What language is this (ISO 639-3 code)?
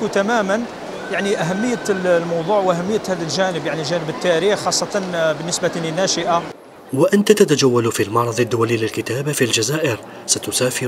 ara